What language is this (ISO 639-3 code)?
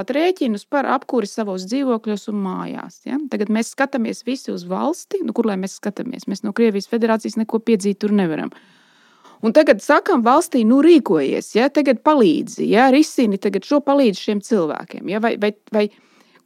lav